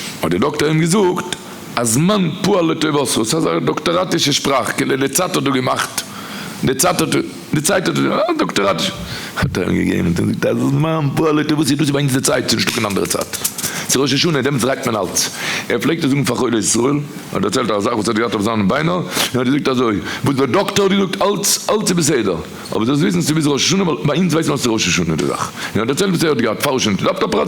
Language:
Yiddish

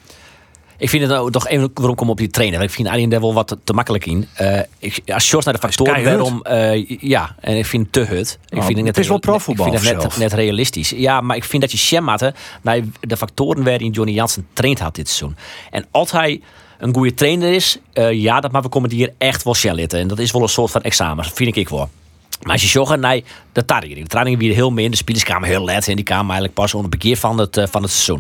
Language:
Western Frisian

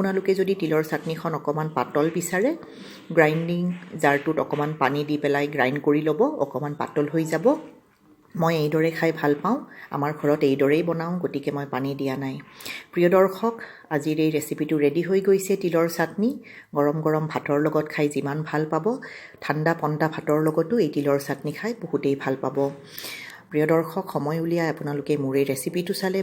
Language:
Assamese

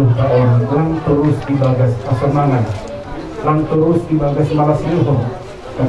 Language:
Batak Simalungun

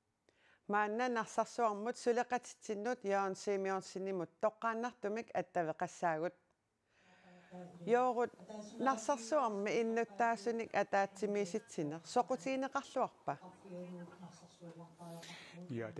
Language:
Kalaallisut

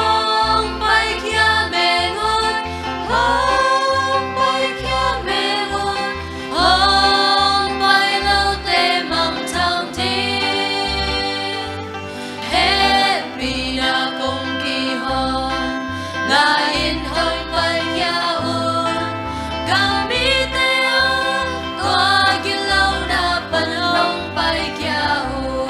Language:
Tedim Chin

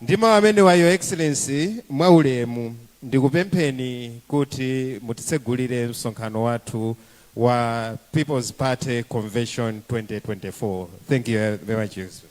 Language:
Nyanja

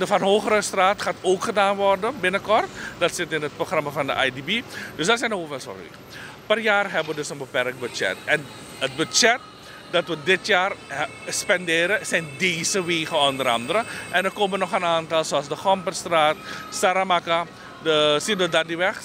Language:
Dutch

